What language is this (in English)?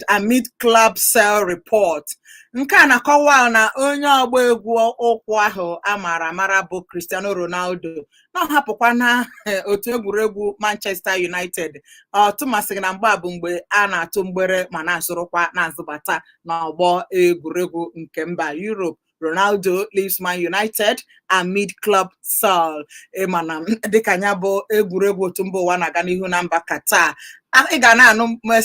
Igbo